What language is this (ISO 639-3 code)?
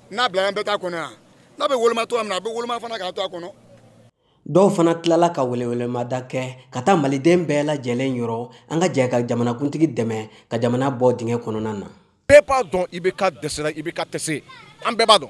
bam